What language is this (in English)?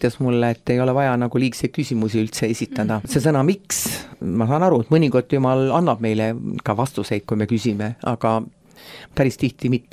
Estonian